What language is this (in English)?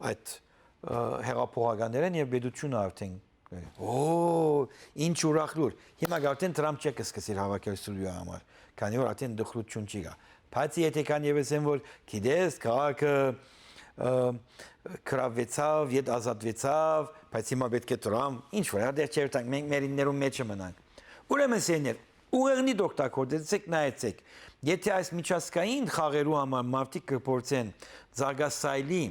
Western Armenian